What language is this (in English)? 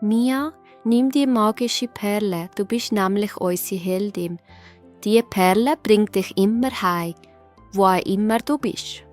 Swiss German